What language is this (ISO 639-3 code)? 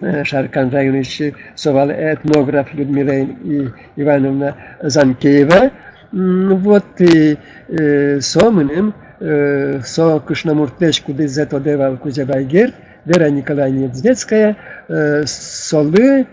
udm